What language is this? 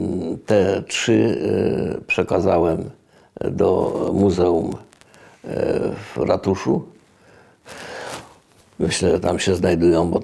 Polish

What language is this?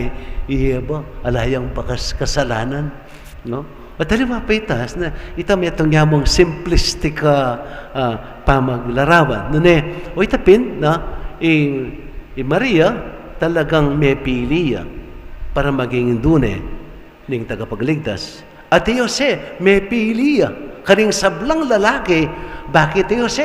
Pampanga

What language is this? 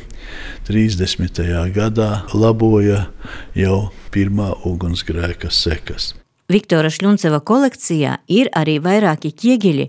Latvian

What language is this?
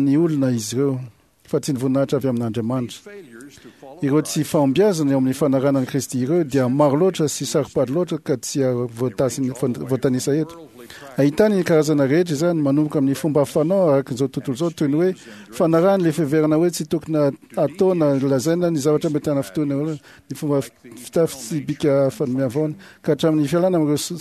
Malagasy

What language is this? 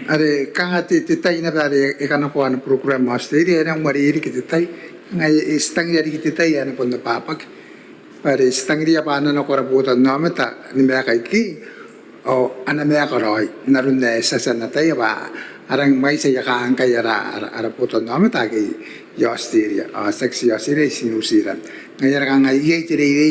Gilbertese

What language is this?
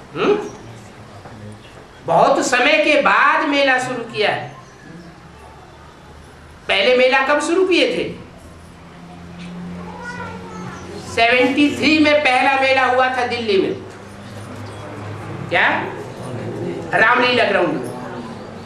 Hindi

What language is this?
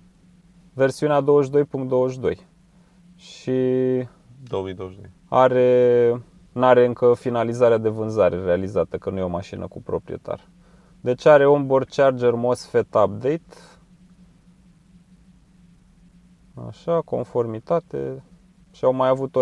Romanian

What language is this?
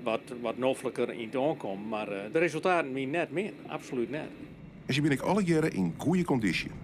Western Frisian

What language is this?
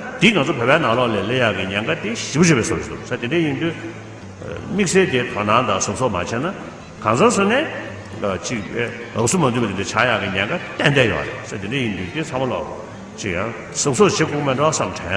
Tibetan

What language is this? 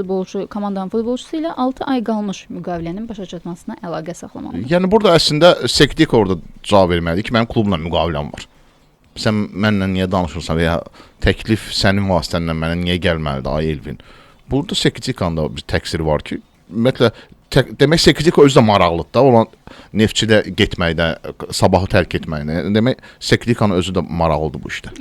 Azerbaijani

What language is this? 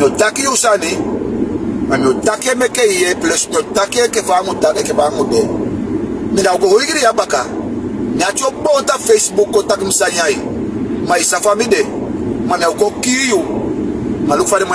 Sranan Tongo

